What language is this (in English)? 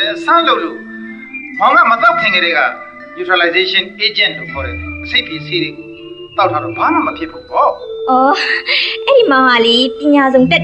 Burmese